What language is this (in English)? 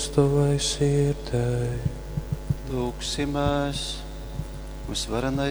Latgalian